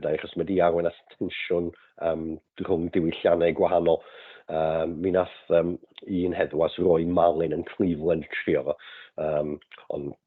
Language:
Welsh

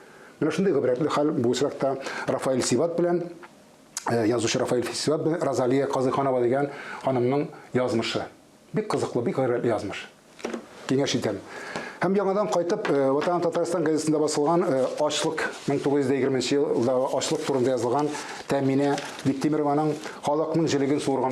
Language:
Tatar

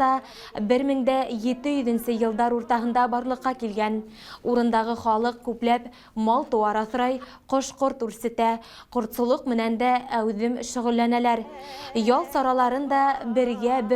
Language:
Bashkir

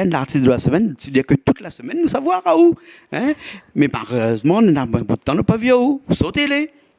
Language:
Réunion Creole French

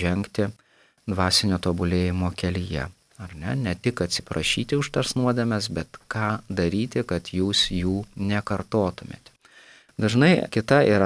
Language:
Lithuanian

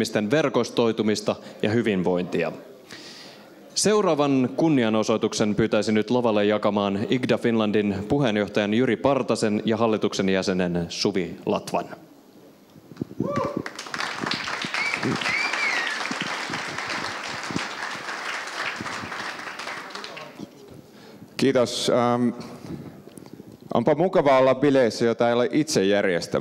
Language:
Finnish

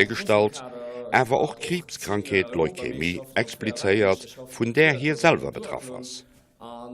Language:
Luxembourgish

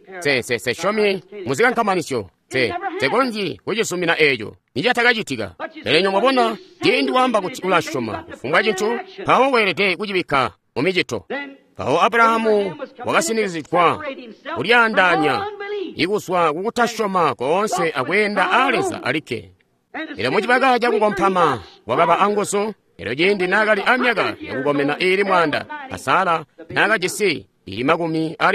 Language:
Tonga (Zambia)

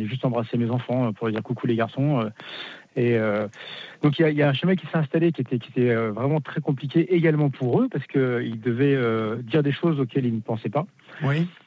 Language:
French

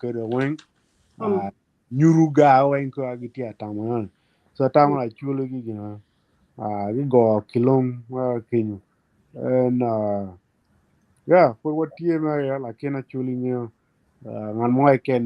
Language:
Acoli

